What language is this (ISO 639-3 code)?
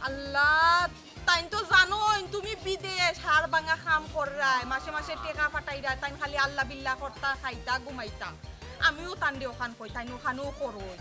syl